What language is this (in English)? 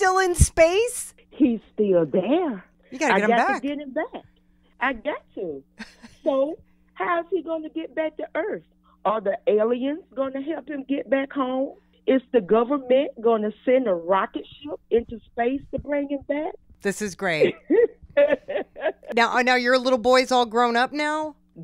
English